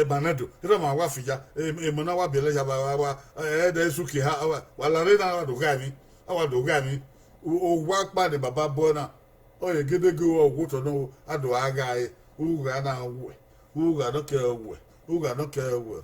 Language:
Bini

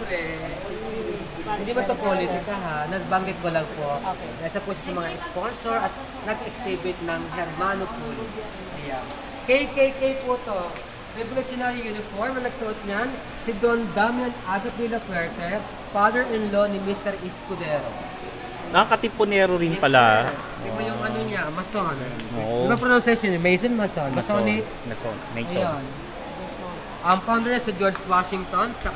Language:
Filipino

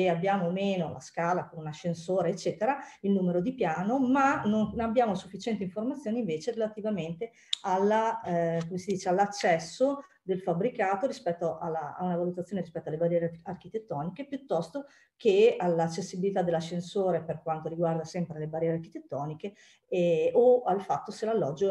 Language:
Italian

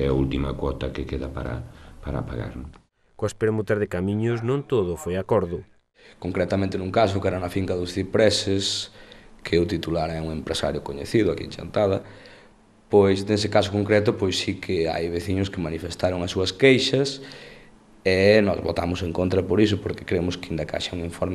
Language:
Galician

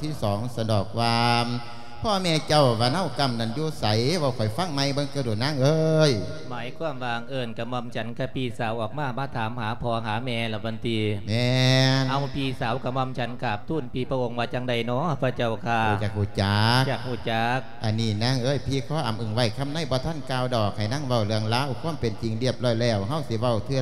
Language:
Lao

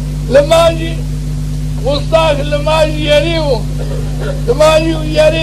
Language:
Zaza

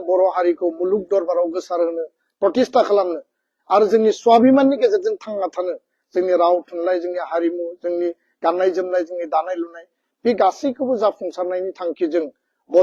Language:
Bodo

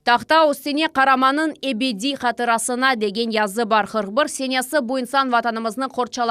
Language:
Crimean Tatar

